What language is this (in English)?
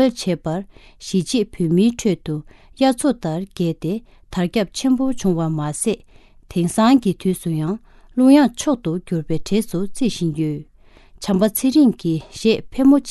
Tibetan